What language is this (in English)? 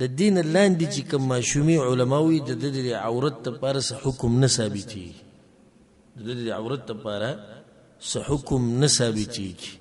Pashto